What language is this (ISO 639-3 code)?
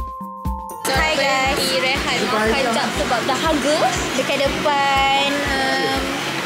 msa